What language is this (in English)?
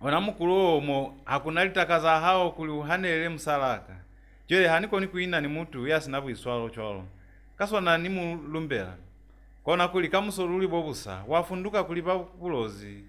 Lozi